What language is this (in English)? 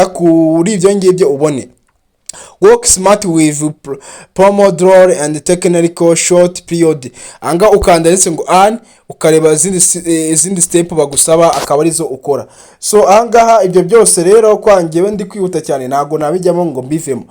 Kinyarwanda